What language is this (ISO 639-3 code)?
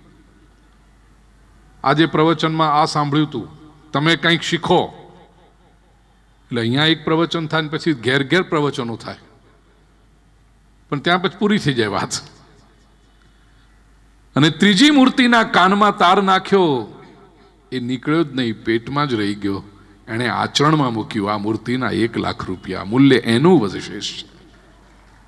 guj